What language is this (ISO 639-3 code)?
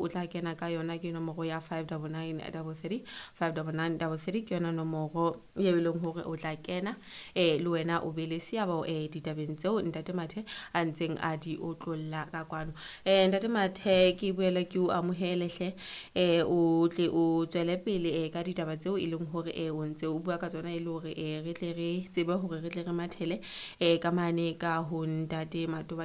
sot